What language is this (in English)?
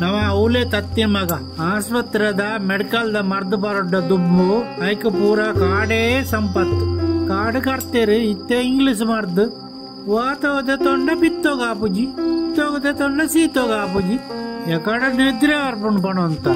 Tulu